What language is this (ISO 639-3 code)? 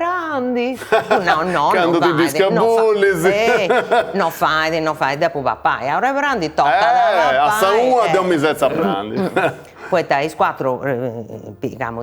srd